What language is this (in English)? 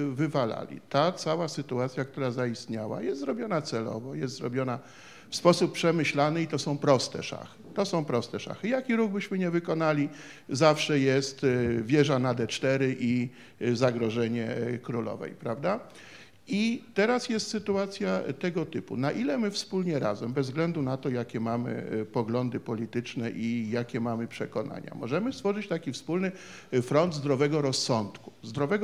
Polish